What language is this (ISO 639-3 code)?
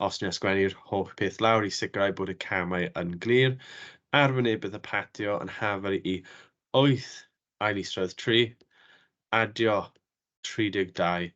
cym